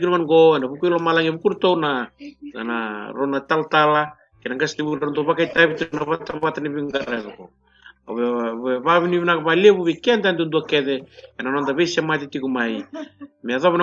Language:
Fijian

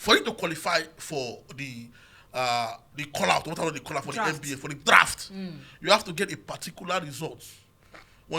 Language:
Nigerian Pidgin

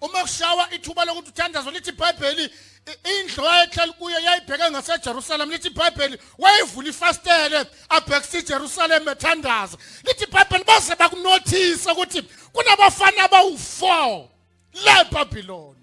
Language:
Zulu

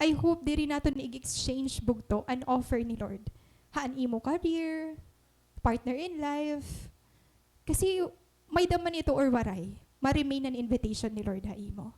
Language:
Waray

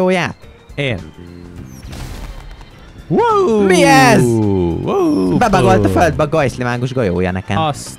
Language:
Hungarian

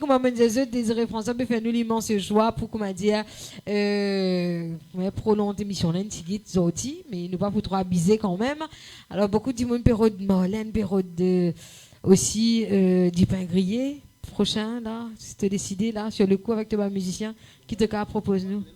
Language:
Morisyen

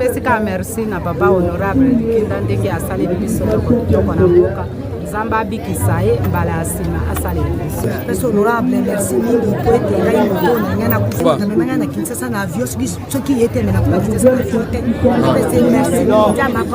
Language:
Lingala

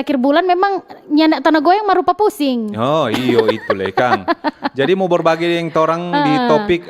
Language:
Manado Malay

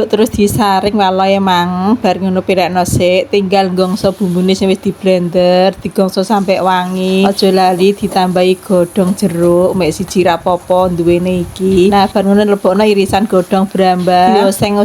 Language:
Javanese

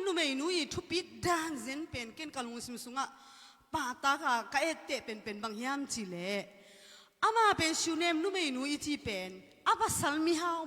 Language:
Tedim Chin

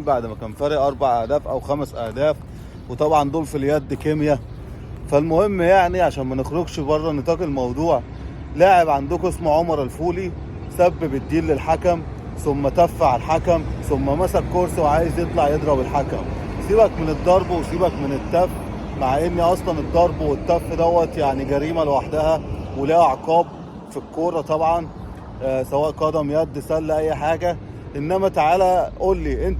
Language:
Egyptian Arabic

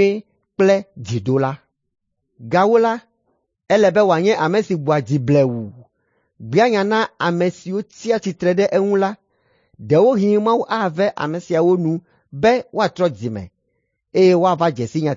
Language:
Ewe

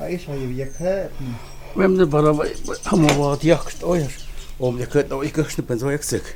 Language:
Totontepec Mixe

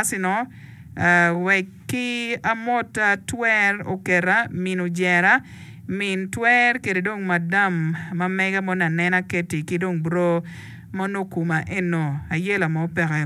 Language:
Acoli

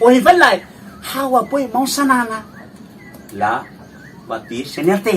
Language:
Tetum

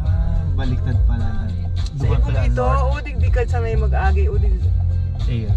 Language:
Bikol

